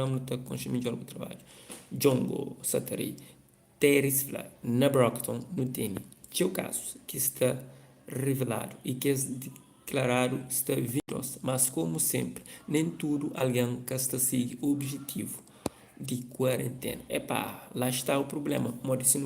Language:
Kabuverdianu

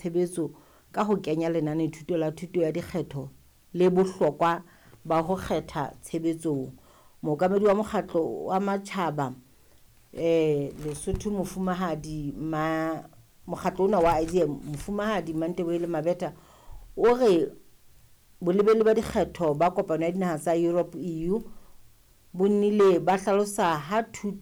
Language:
Southern Sotho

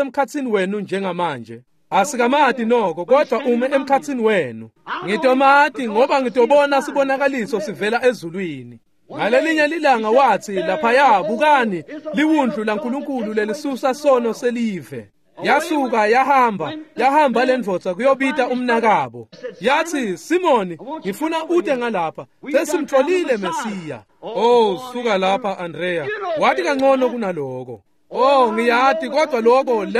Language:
Swati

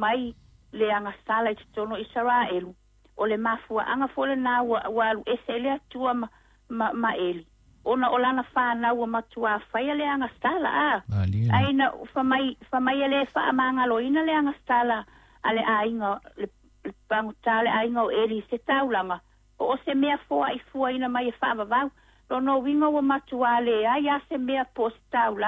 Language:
Samoan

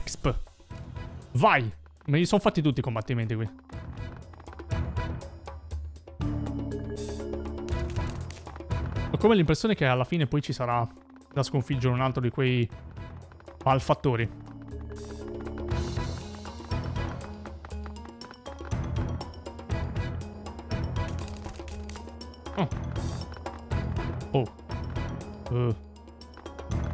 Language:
Italian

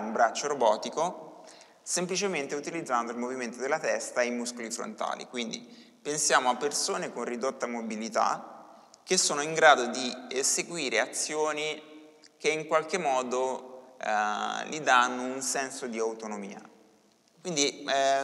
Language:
Italian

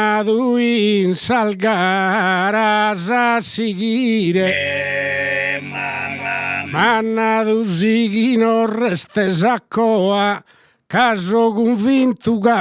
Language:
Sardinian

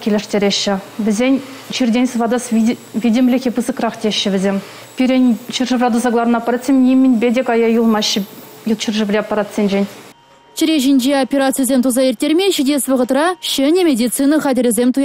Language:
Chuvash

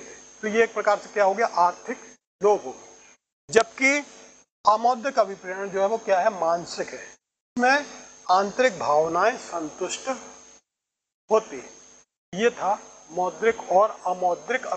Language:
Hindi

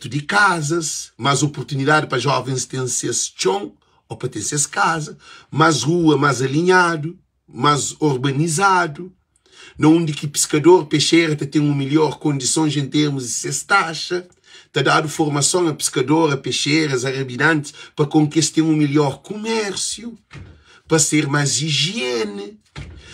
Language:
Kabuverdianu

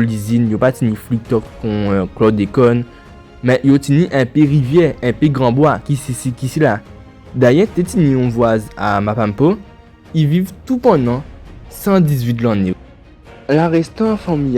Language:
Guadeloupean Creole French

